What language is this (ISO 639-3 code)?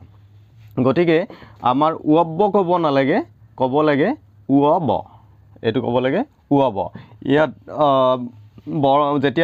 asm